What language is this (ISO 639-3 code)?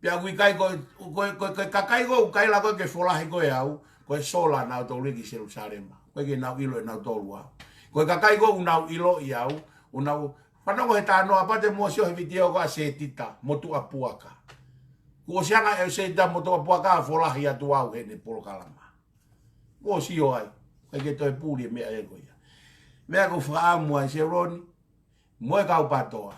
ton